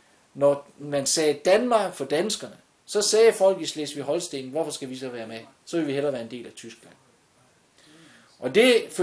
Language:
Danish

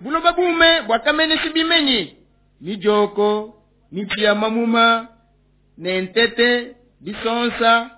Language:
Luba-Lulua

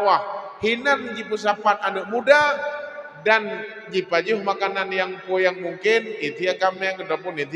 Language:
Achinese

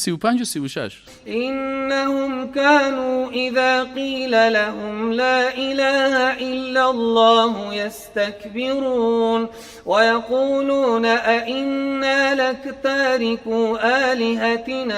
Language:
Persian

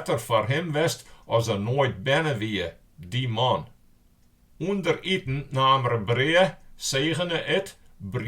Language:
Western Frisian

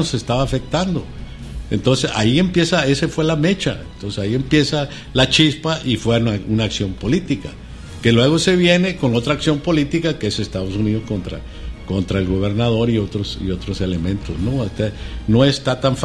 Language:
Spanish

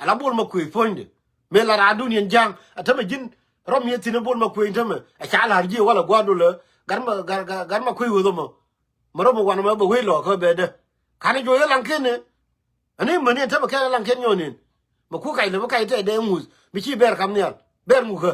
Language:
Nuer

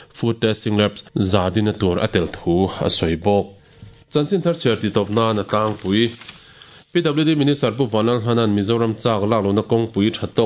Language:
Mizo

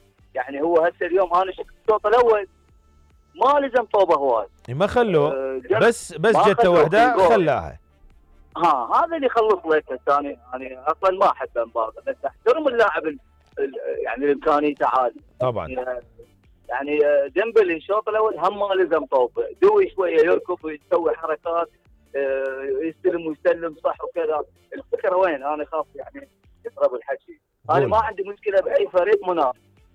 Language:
Mesopotamian Arabic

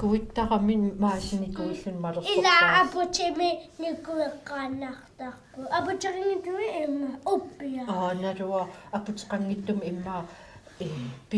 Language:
Kalaallisut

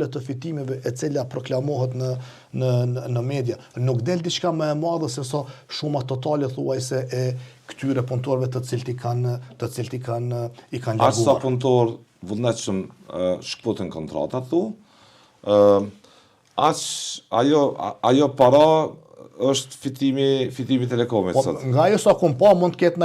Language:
Albanian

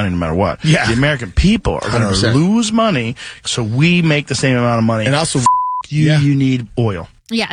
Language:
English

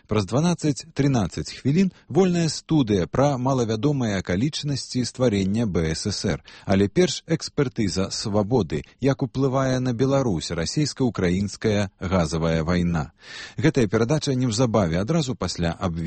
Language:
Belarusian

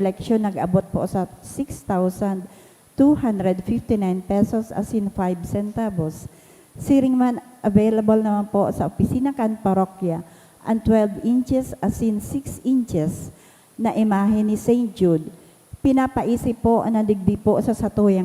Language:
Bikol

